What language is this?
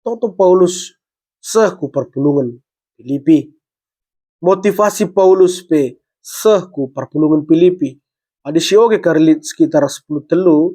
Batak Karo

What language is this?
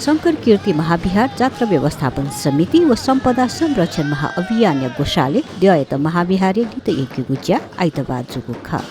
Newari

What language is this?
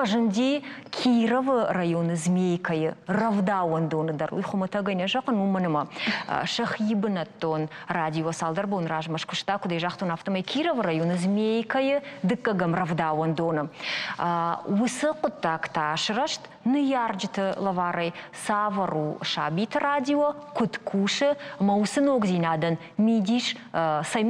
Ossetic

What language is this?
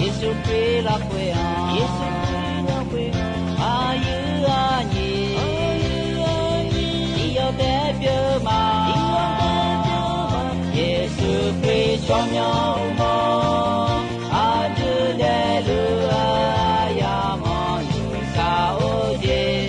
Akha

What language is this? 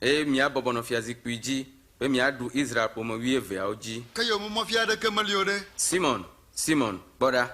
Ewe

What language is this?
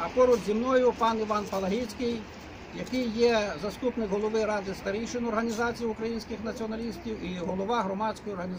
Ukrainian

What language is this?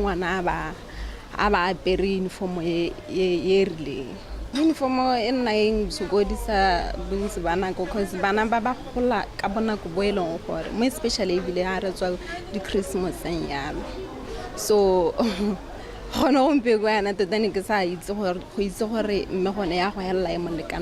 Tswana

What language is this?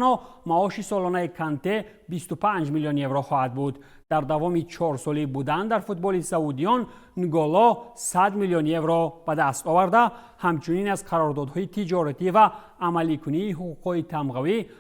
Tajik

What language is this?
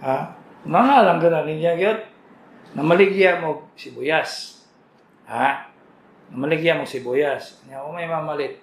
Cebuano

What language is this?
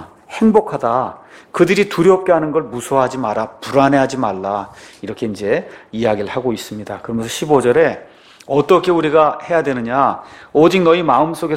Korean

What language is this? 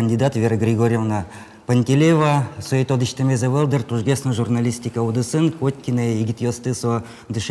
Udmurt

